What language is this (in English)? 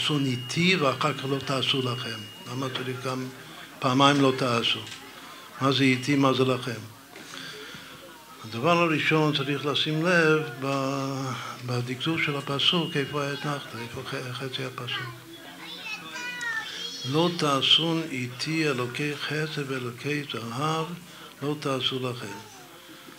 Hebrew